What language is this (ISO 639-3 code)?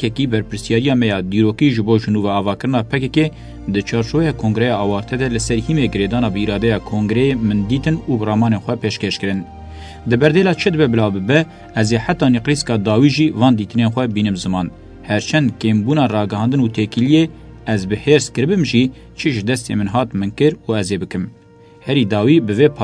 kur